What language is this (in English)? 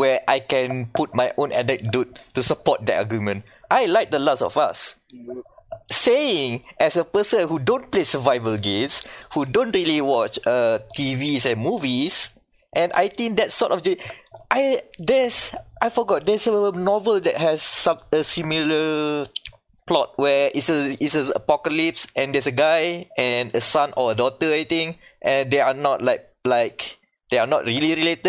English